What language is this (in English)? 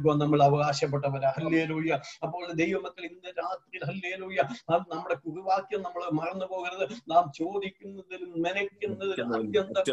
Malayalam